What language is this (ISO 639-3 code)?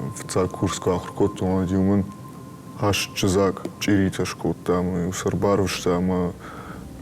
oss